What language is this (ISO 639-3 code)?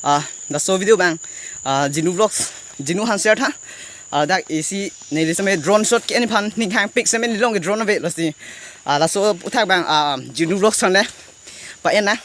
mjw